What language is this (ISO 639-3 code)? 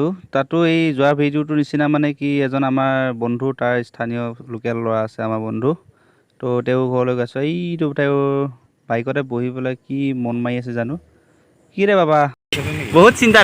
asm